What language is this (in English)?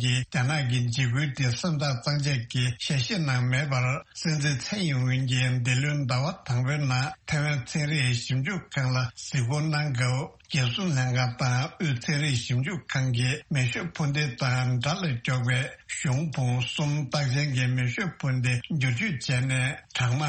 Tibetan